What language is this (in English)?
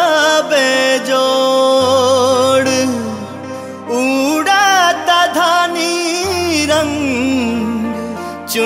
Bhojpuri